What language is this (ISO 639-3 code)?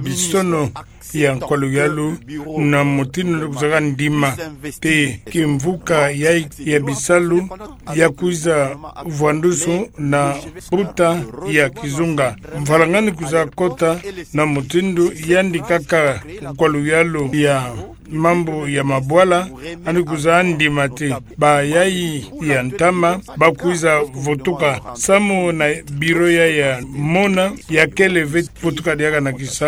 ktu